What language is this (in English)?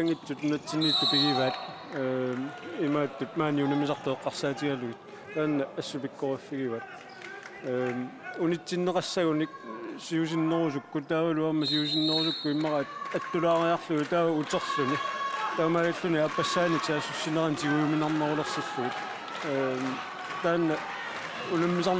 Kalaallisut